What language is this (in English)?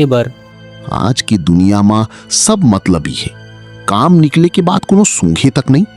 Chhattisgarhi